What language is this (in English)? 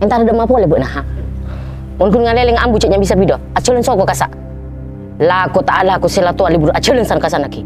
Madurese